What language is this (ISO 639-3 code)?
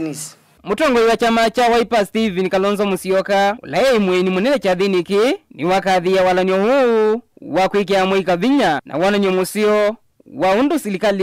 kam